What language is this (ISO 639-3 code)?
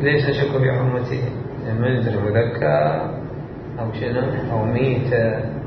acm